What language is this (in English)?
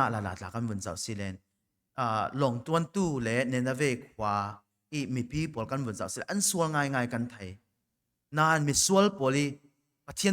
Falam Chin